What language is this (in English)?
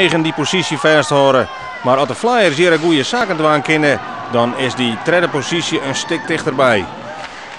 Western Frisian